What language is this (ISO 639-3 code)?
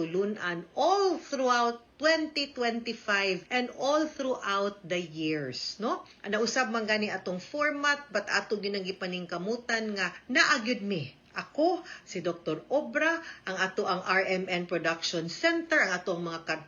ceb